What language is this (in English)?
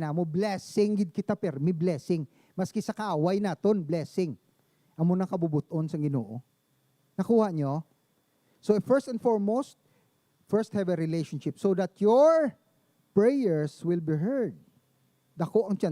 Hiligaynon